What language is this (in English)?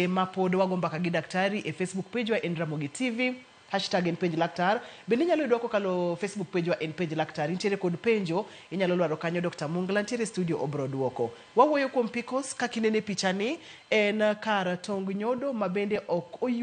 Luo (Kenya and Tanzania)